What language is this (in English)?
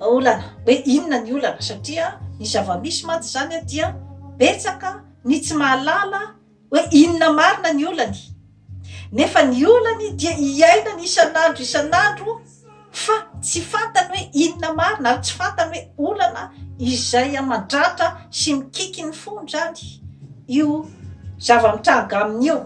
Malagasy